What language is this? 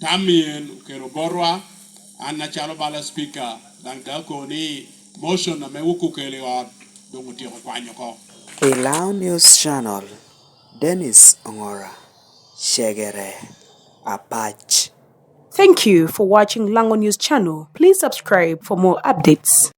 Lango (Uganda)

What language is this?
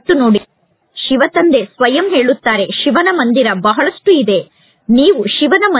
Kannada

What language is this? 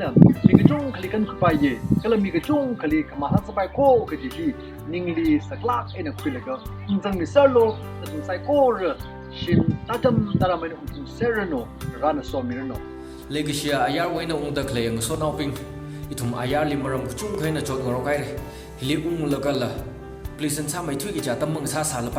Tangkhul Naga (India)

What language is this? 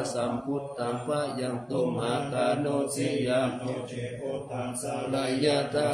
Pali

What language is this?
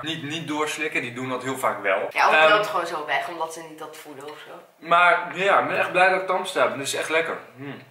Dutch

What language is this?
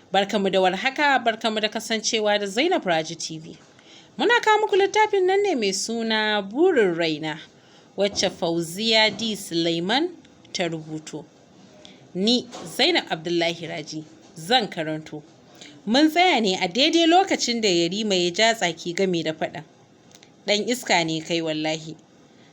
Hausa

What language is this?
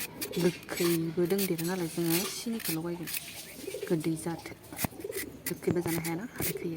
Bodo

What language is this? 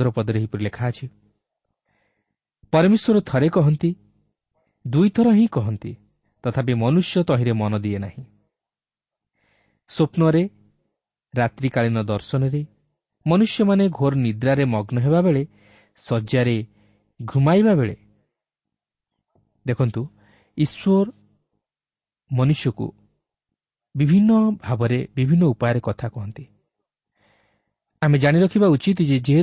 Odia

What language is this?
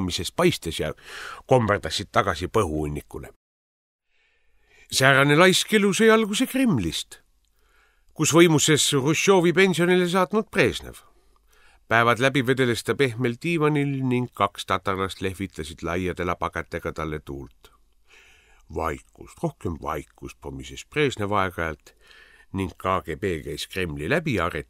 Estonian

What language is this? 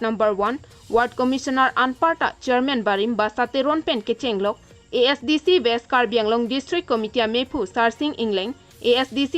Karbi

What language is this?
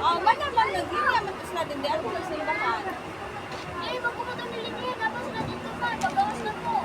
Cebuano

